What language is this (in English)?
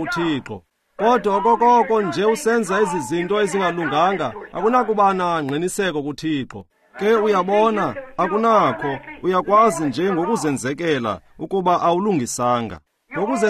Xhosa